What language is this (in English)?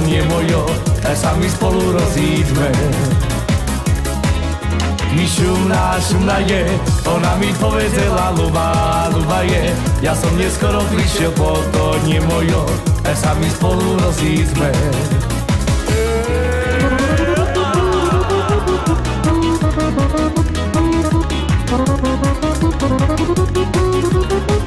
Slovak